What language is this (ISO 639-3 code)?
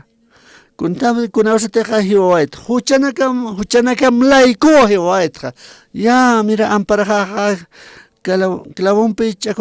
aym